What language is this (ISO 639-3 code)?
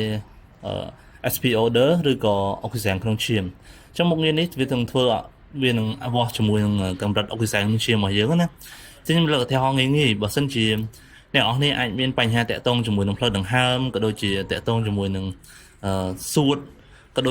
khm